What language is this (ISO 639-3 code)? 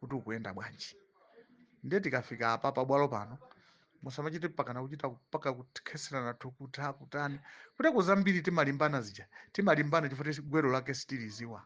nya